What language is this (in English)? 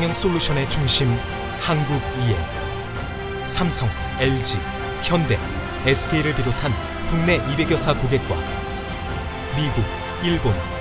Korean